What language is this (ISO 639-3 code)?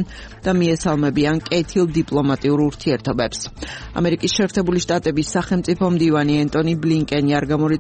kat